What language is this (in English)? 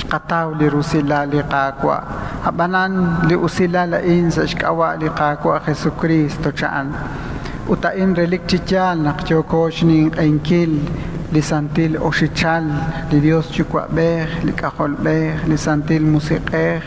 Kekchí